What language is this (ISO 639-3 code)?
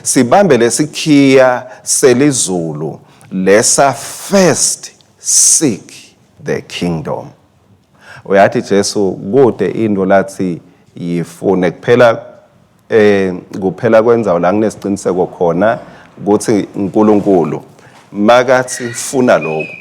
ssw